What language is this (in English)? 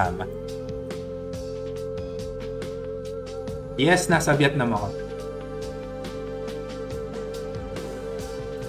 Filipino